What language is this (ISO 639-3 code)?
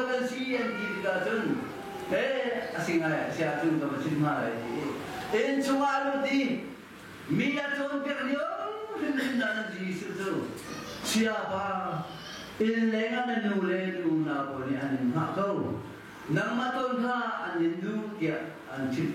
cnh